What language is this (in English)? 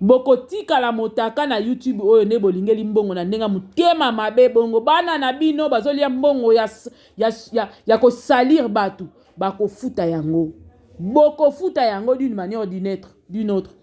Lingala